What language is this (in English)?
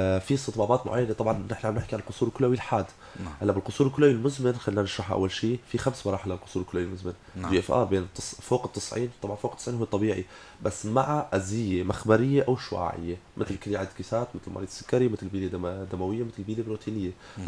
North Levantine Arabic